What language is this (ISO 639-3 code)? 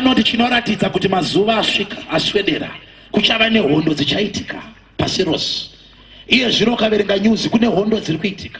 sna